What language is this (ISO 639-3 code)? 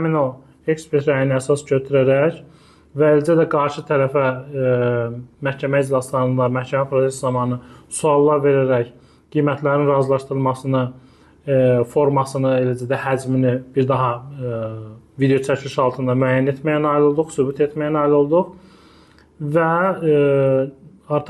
aze